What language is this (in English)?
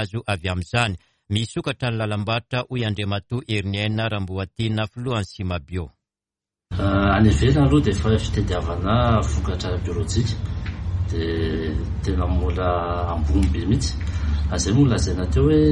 Malagasy